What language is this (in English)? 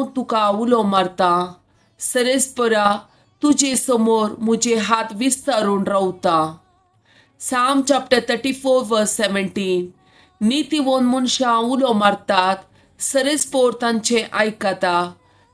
Konkani